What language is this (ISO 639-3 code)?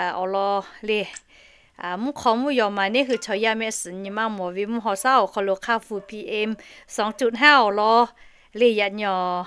lhu